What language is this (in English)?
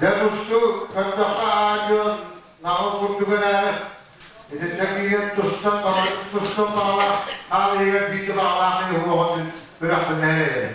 Yakut